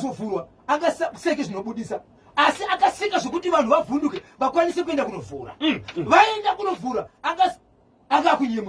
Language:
Shona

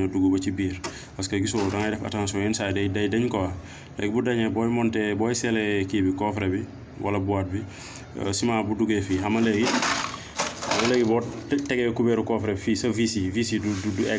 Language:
Wolof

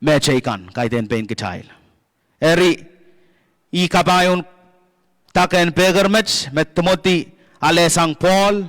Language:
Pohnpeian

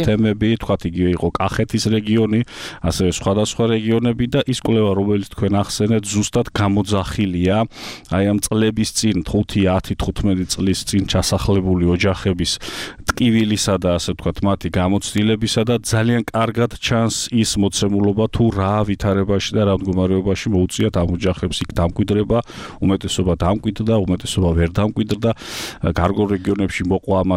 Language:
Georgian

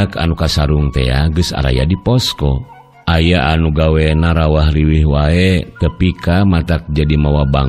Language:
Sundanese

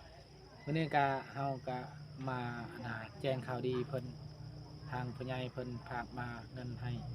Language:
Lao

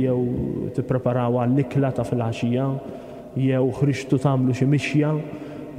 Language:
Maltese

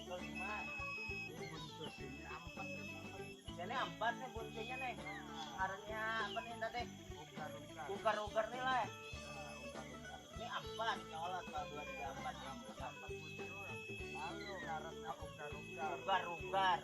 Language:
Banjar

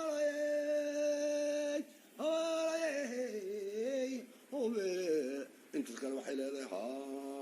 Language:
Somali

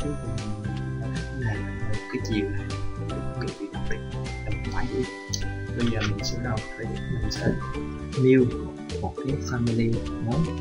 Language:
Vietnamese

